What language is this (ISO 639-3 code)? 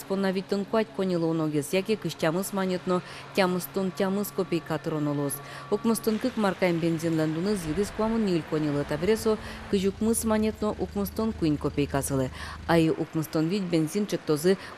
udm